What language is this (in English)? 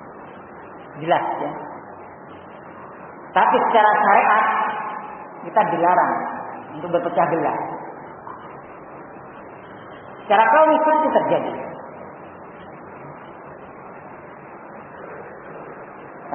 Indonesian